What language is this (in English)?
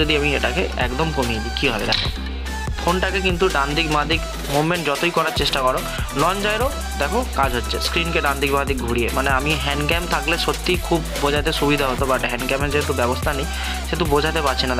Bangla